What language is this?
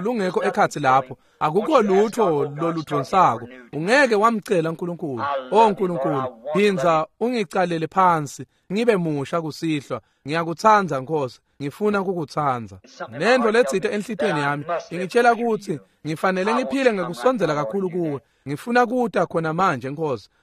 Swati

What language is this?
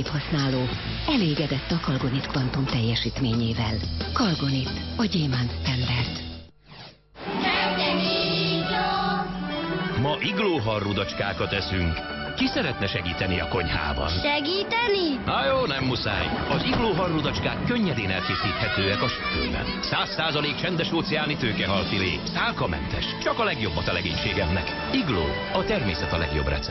Hungarian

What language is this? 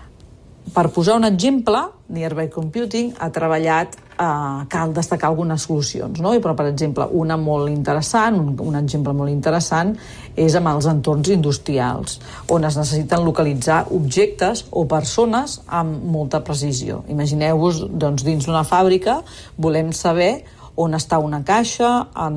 Catalan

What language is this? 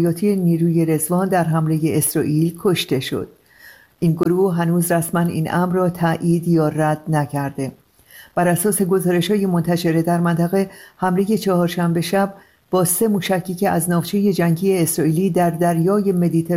Persian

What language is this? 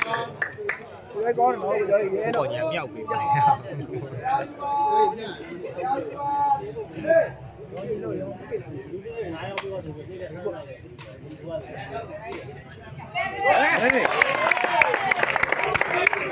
Burmese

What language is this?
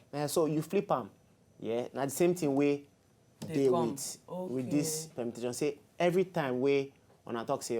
Nigerian Pidgin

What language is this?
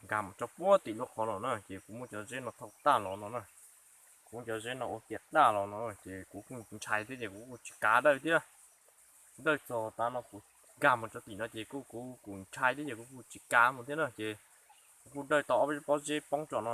Hmong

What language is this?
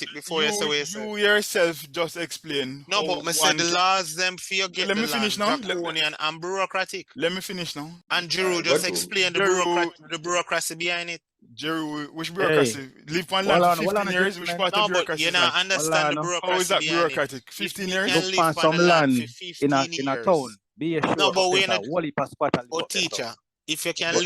Jamaican Creole English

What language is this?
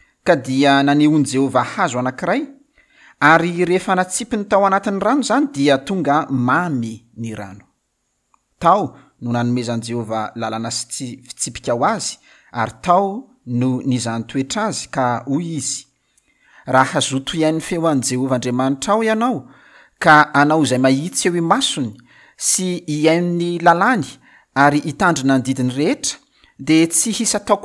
Malagasy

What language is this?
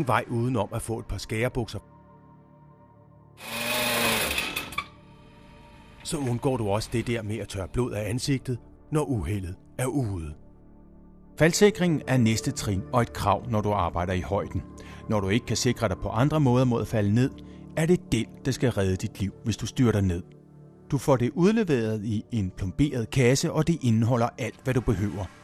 Danish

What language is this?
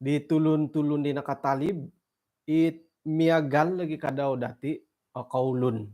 Central Dusun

